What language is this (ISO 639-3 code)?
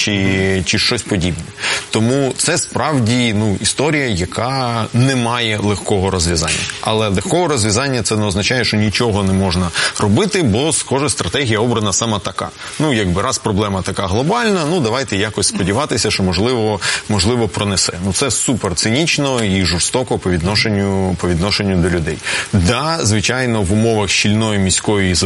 ukr